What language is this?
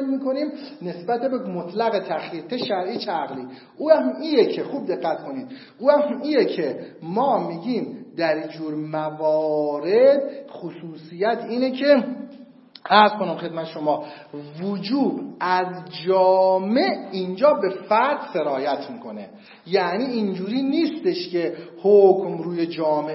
Persian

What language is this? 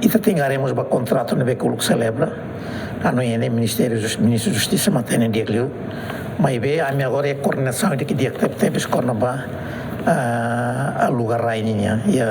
Tetum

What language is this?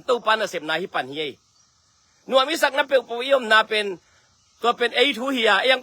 Tedim Chin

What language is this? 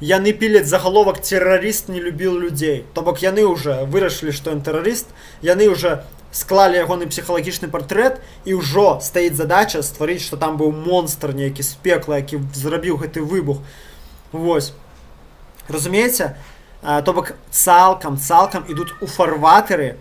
Belarusian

